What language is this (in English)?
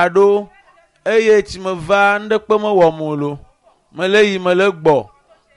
Ewe